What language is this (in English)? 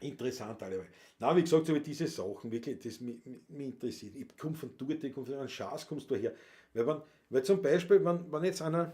Bavarian